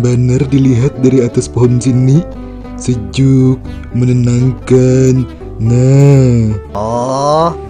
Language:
Banjar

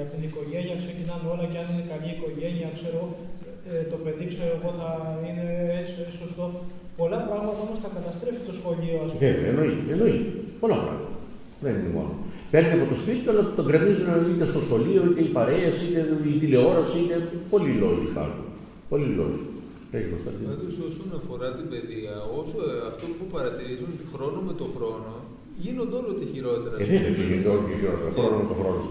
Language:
Greek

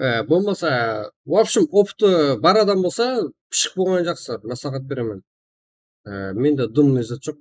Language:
Kara-Kalpak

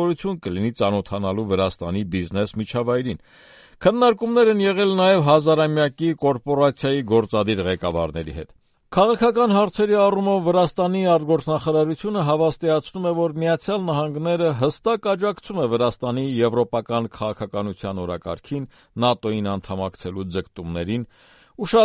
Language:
Armenian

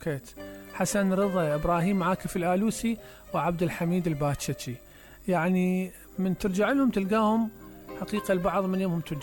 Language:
Mesopotamian Arabic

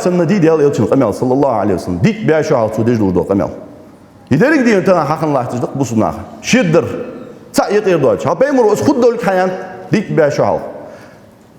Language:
Ingush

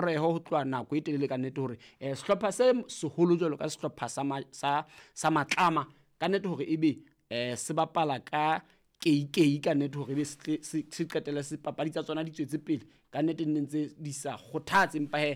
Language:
Southern Sotho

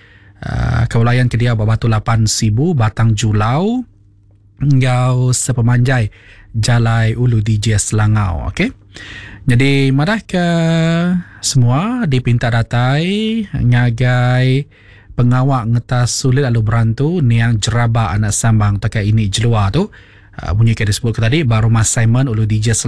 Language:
Iban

